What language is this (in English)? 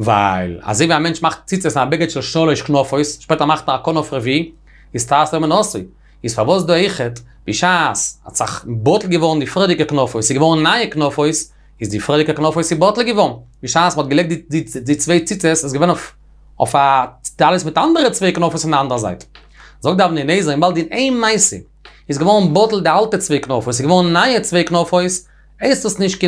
Yiddish